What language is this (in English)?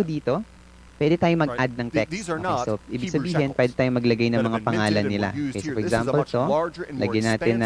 Filipino